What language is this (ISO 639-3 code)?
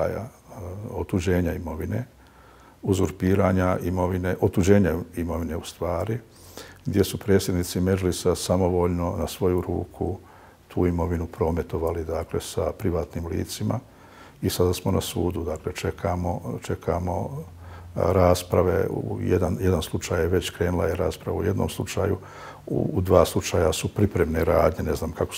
bos